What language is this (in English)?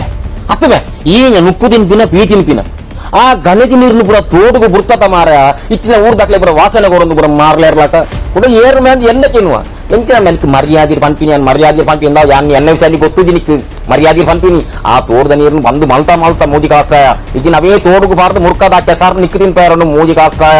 Tulu